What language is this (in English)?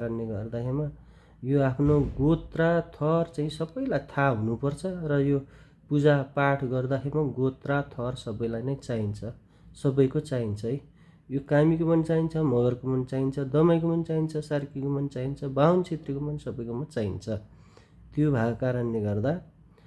Nepali